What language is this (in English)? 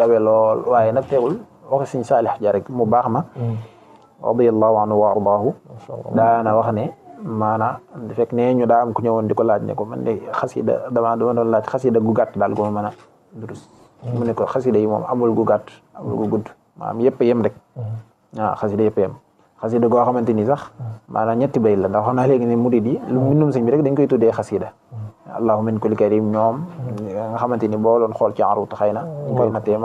Wolof